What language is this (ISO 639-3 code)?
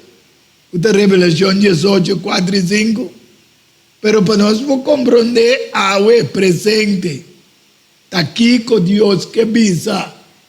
pap